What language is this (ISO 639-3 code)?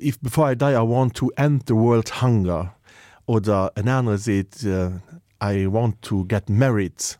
ltz